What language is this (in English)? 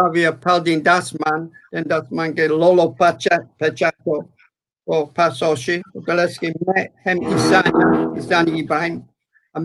Balkan Romani